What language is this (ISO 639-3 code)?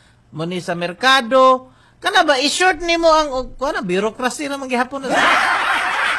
ceb